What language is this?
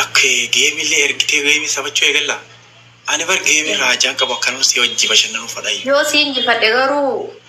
Oromo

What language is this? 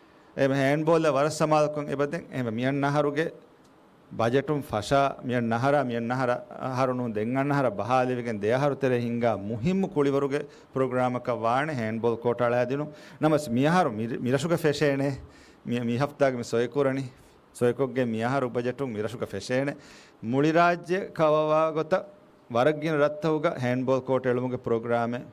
Divehi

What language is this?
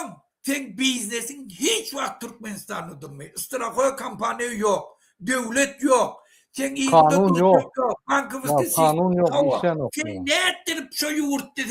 Turkmen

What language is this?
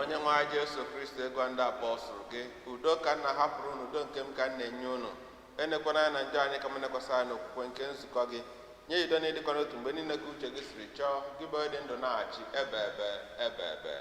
Igbo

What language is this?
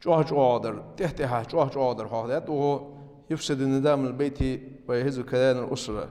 Ingush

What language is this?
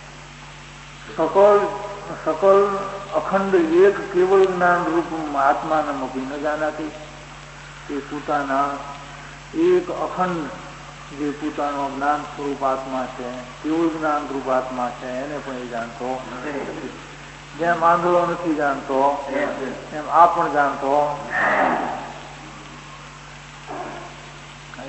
Gujarati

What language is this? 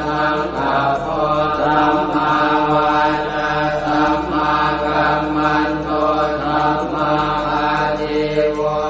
Pali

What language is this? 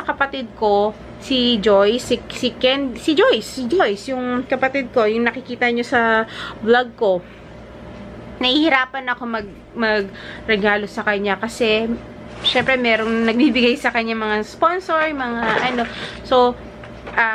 Filipino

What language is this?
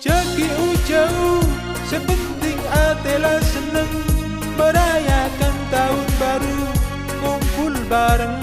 Madurese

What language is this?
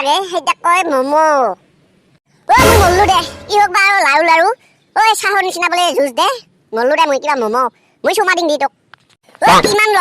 Assamese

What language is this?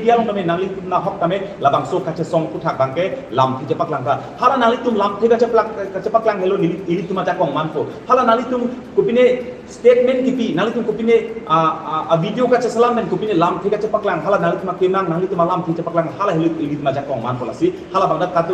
Karbi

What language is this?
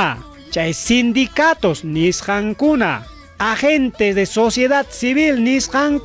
Ayacucho Quechua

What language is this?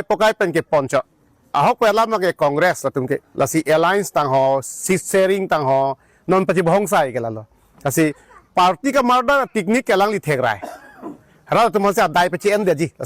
Karbi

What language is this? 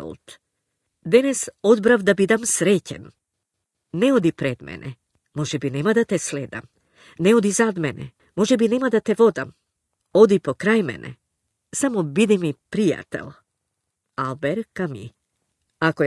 Macedonian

